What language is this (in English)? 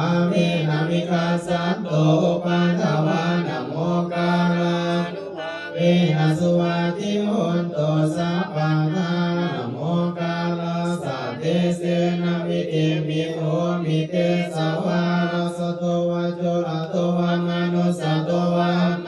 Pali